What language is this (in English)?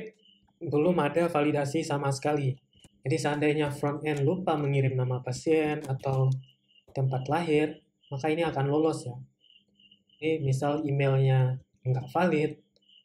Indonesian